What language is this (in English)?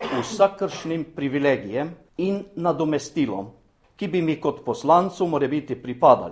Slovenian